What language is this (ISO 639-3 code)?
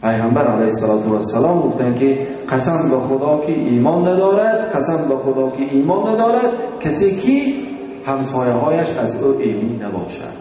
tgk